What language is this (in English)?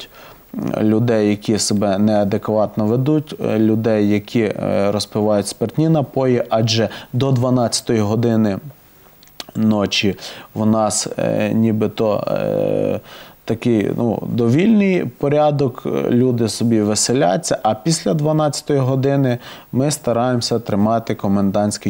Ukrainian